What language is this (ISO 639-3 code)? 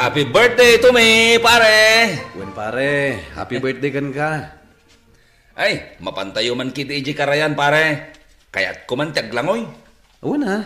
ilo